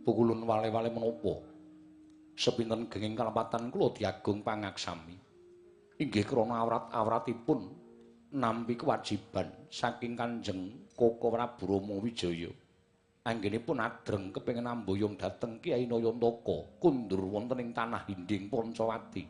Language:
Javanese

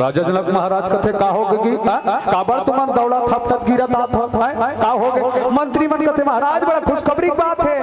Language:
Chhattisgarhi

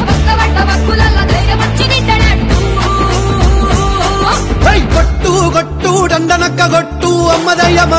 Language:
Telugu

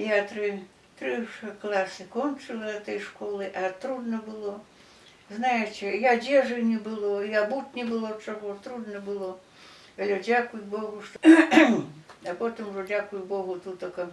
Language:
Belarusian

